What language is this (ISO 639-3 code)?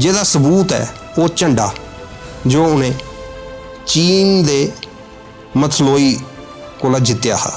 doi